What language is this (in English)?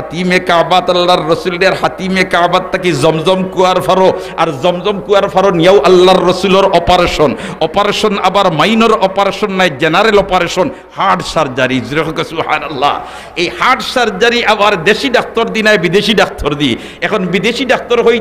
Sylheti